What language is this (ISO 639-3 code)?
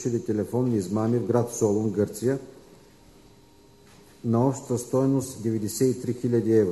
bul